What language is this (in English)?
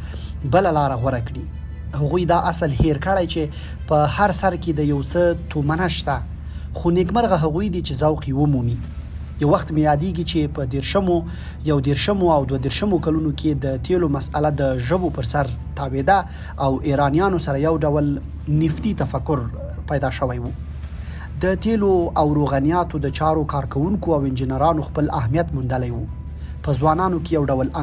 Pashto